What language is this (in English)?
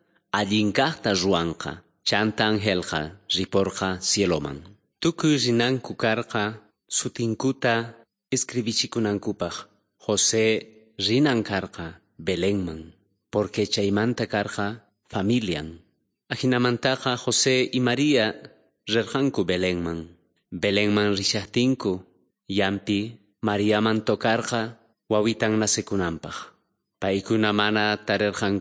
South Bolivian Quechua